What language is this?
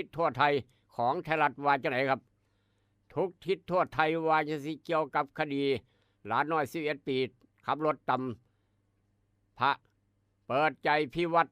Northeastern Thai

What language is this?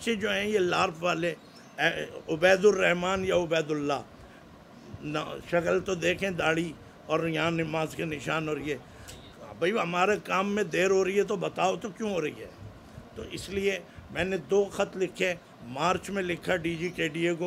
Urdu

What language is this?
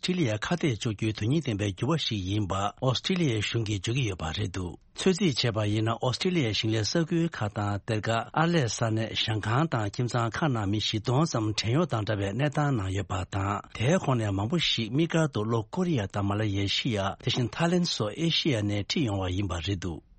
Tibetan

